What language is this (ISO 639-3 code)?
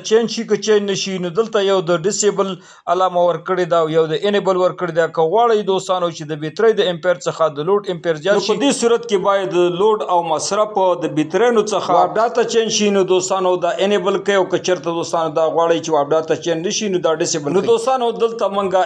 pus